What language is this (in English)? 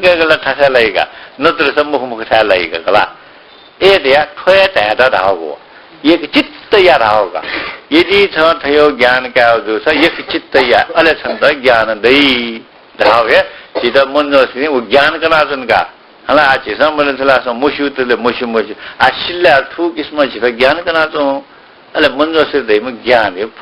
Newari